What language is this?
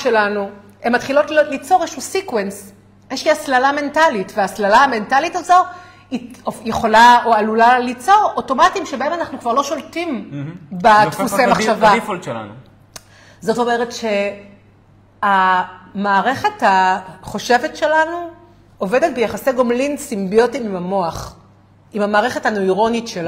Hebrew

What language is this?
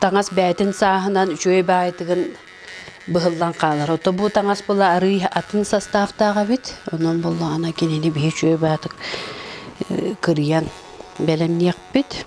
Yakut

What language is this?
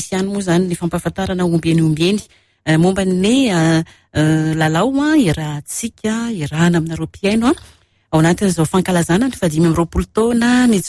Malagasy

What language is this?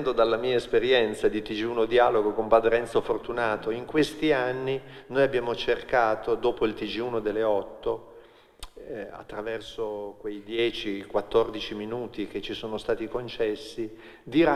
Italian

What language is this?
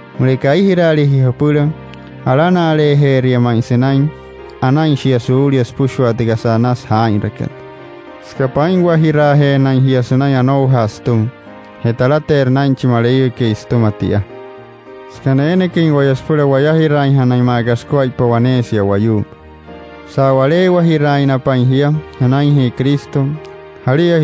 Wayuu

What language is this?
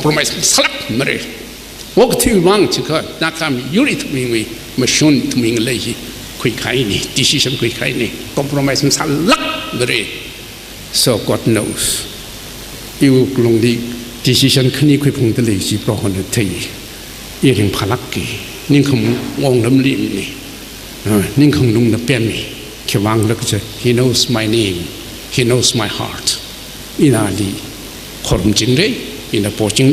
Tangkhul Naga (India)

